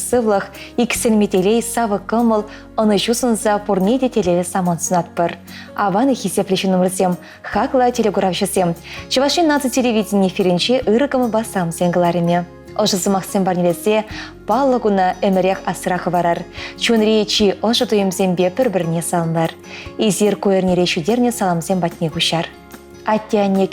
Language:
Chuvash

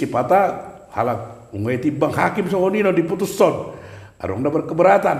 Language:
Batak Toba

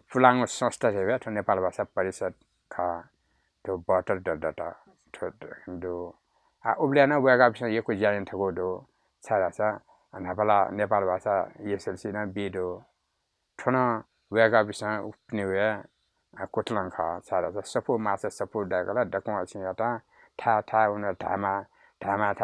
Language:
Newari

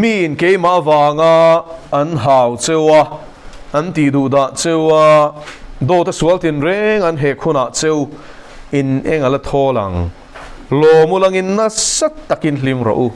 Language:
Mizo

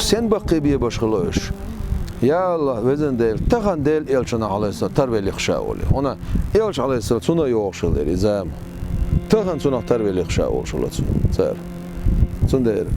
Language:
Chechen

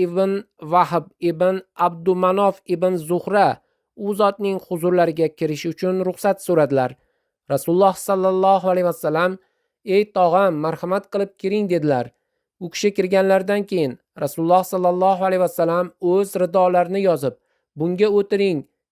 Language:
Uzbek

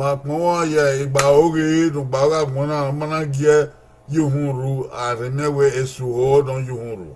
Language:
Bini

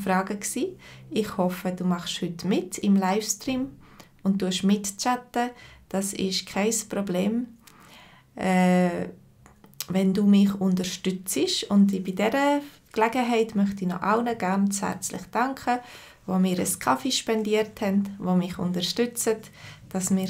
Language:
Swiss German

